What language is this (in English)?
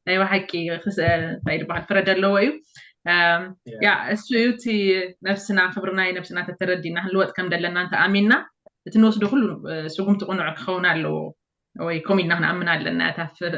Tigrinya